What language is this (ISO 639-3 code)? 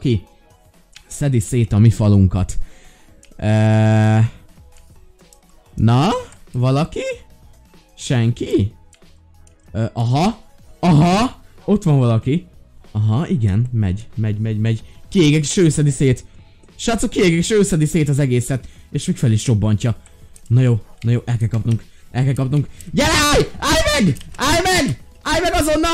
hun